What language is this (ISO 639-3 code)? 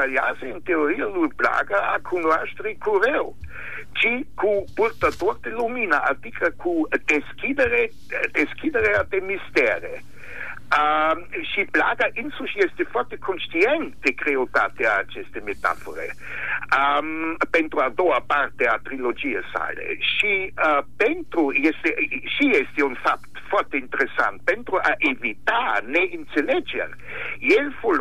ron